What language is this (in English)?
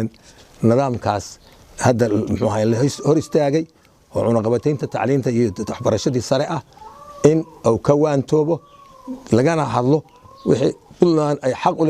Somali